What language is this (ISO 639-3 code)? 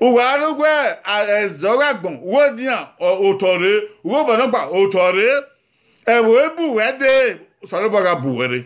bin